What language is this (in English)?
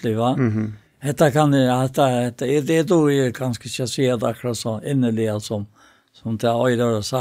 Faroese